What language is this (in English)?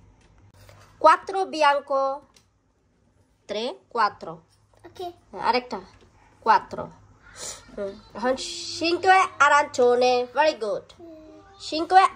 Bangla